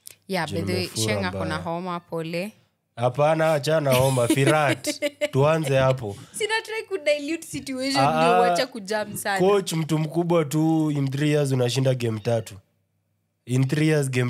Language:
Swahili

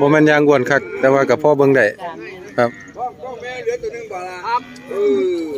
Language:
Northeastern Thai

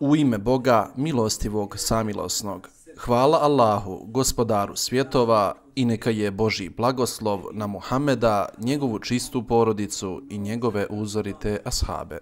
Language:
Bosnian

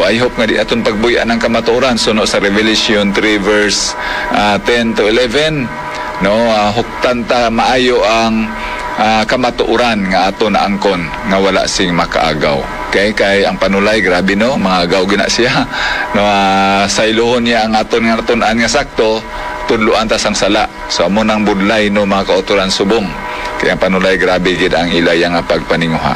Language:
Hiligaynon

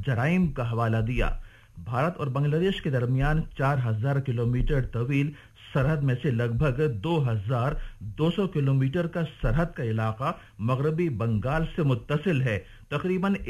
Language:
Urdu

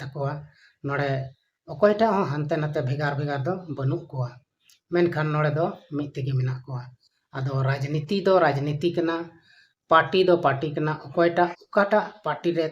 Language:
Santali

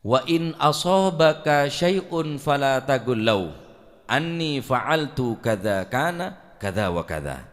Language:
Madurese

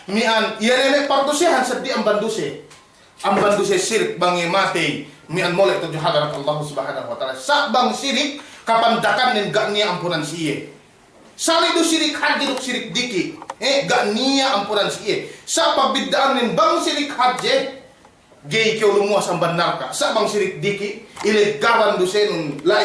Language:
Yakan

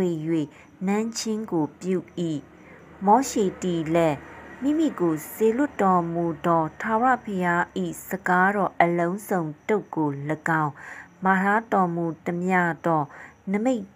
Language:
Burmese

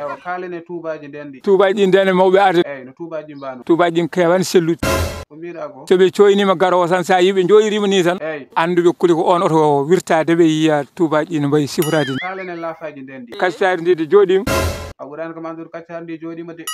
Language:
Fula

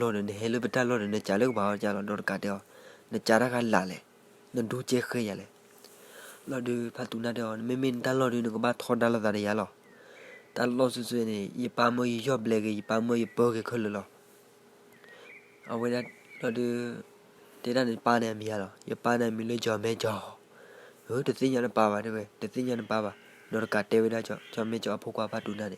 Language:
S'gaw Karen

